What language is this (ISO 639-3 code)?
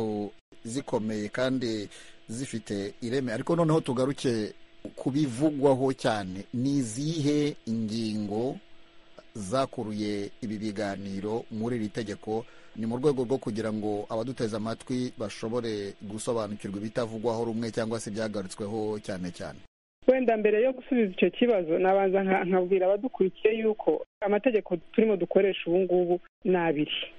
kin